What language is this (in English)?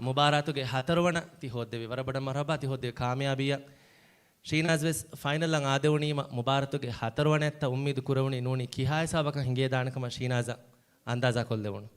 Divehi